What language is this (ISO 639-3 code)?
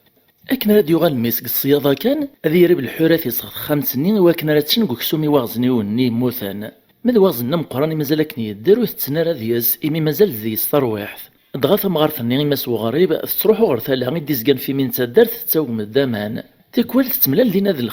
kab